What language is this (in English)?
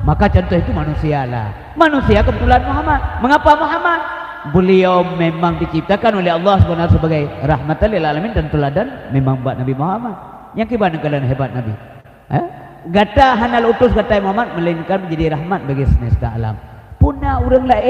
Achinese